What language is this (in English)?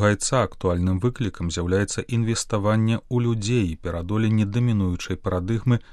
Belarusian